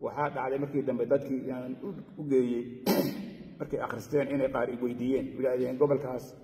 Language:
Somali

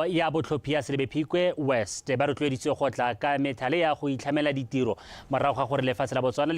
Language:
Tswana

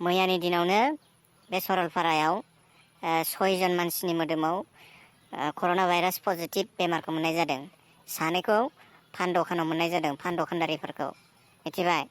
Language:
Bodo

